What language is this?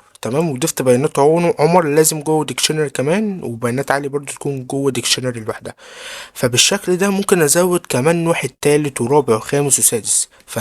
Egyptian Arabic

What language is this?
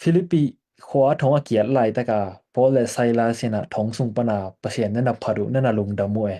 Tedim Chin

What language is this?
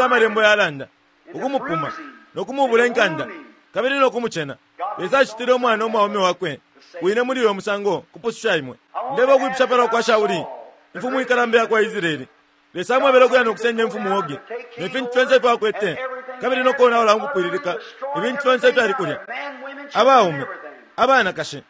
Bemba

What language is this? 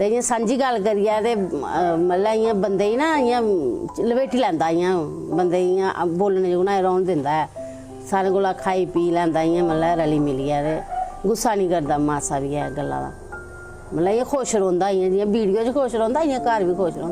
Dogri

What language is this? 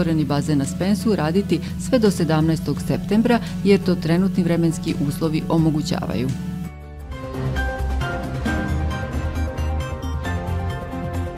Serbian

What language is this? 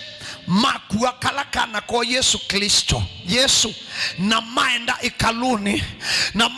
Kamba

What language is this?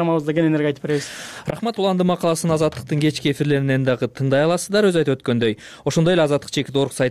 Kyrgyz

